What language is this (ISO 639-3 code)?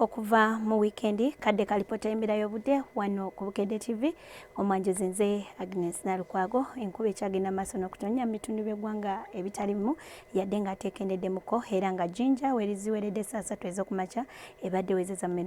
lug